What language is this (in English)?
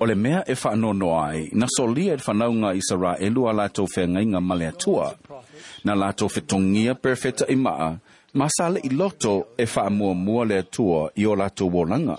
Samoan